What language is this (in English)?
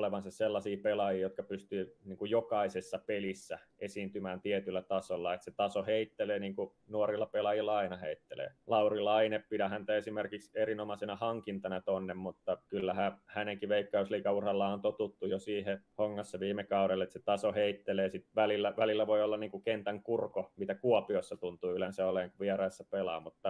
Finnish